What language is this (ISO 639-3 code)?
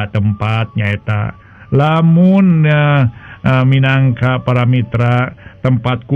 sun